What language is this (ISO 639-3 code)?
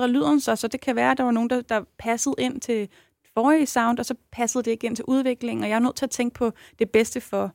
dan